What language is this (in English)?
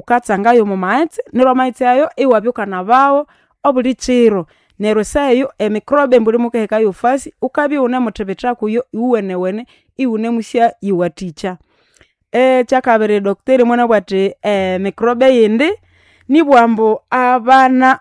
Nande